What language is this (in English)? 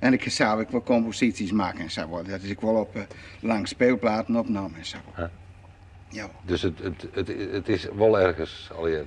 Western Frisian